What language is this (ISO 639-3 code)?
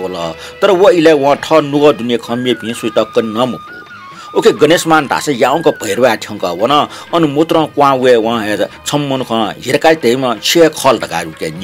new